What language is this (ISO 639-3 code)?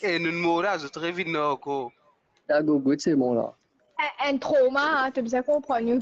mfe